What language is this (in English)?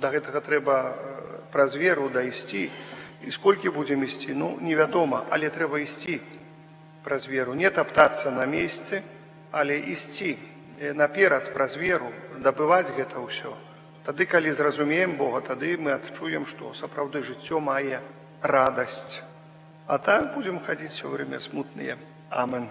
Belarusian